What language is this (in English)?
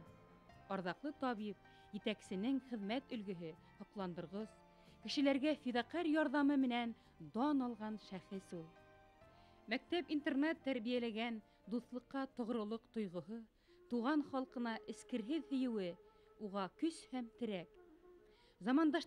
Bashkir